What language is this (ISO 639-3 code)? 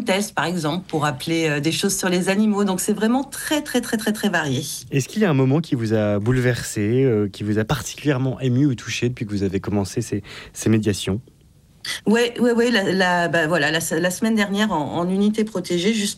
fra